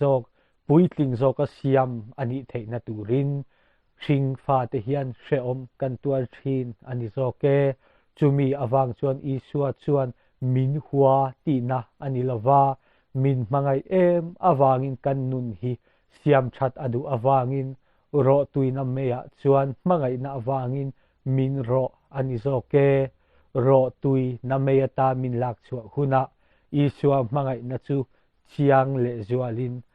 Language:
Mizo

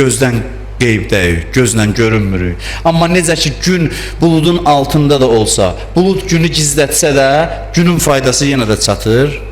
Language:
Azerbaijani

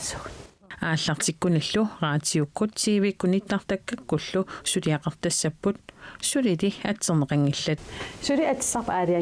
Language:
Kalaallisut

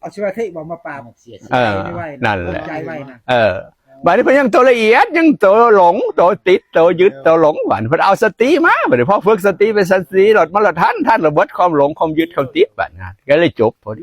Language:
Northeastern Thai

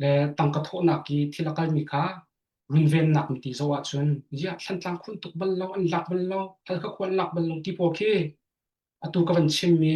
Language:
Hakha Chin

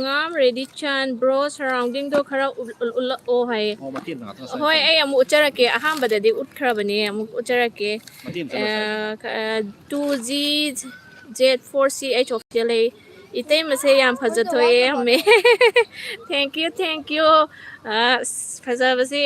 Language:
Manipuri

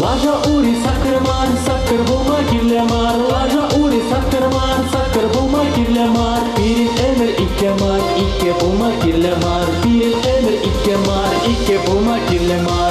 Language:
Chuvash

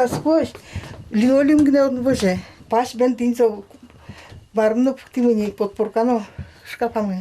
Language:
Udmurt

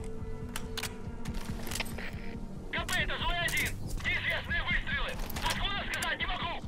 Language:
English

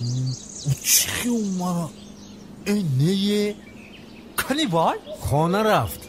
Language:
Tajik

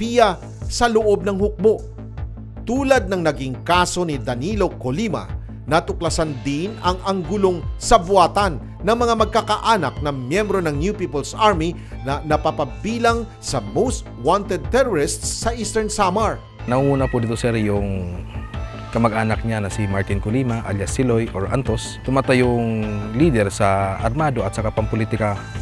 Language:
Filipino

